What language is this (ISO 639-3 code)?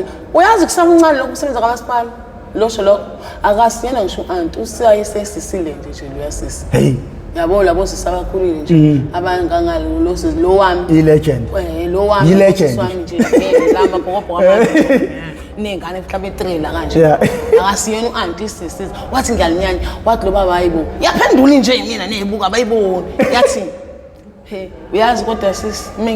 zul